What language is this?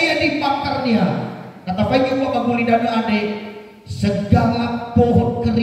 Nias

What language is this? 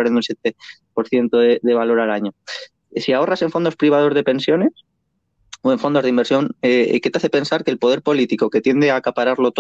Spanish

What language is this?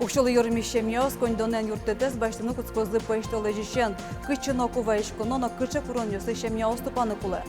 Udmurt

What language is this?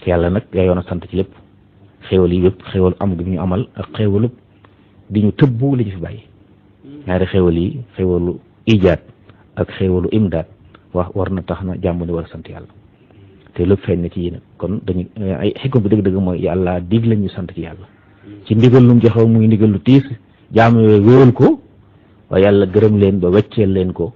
Wolof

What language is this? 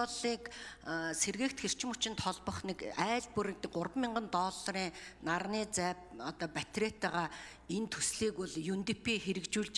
Mongolian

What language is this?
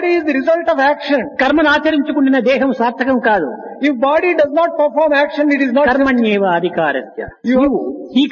Telugu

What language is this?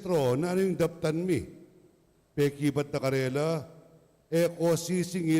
Pampanga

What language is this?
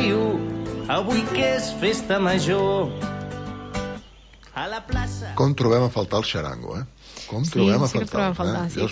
Catalan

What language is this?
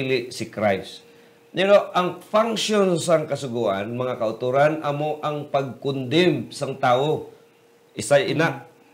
Hiligaynon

